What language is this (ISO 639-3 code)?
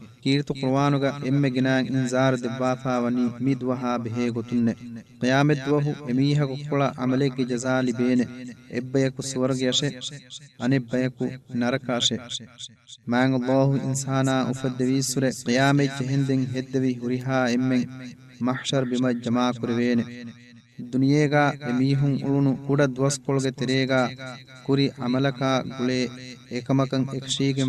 div